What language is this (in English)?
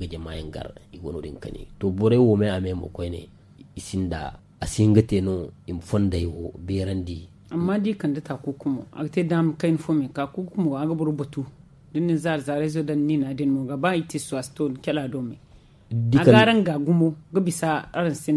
Zarma